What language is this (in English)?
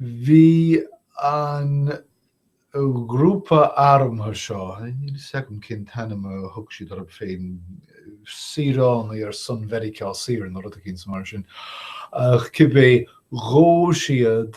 Irish